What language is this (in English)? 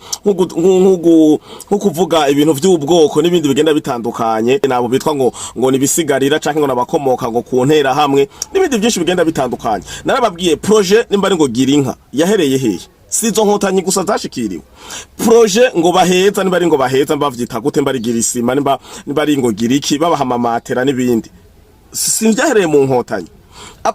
Rundi